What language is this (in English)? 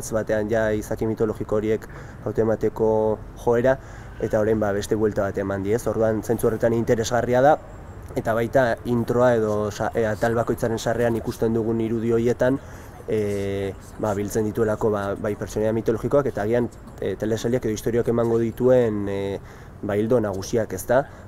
Basque